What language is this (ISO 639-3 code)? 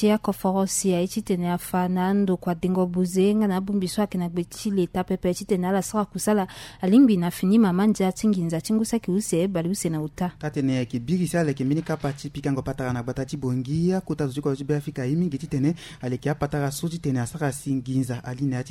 sag